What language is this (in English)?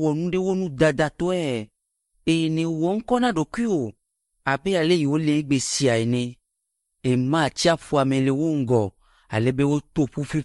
Ewe